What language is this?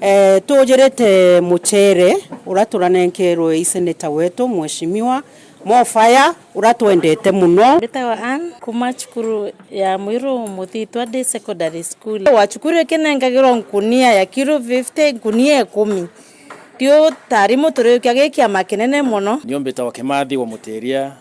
Meru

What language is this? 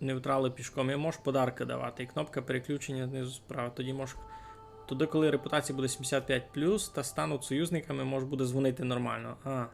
Rusyn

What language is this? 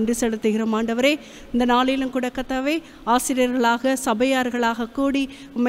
Tamil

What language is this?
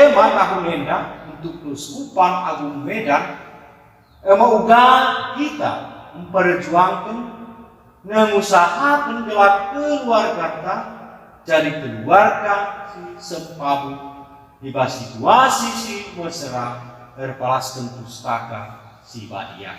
Batak Karo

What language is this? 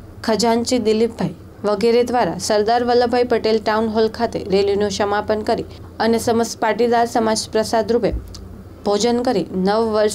Gujarati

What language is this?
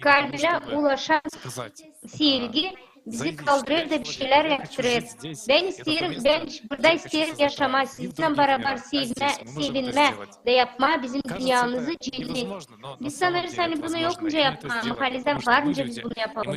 Gagauz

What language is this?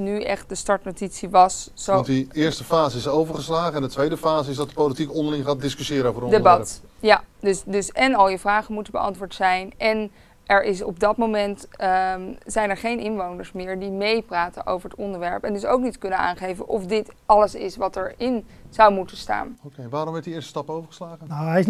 Dutch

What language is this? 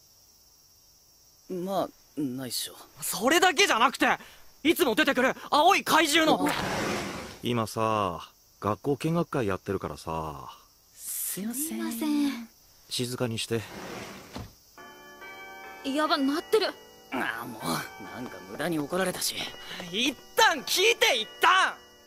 Japanese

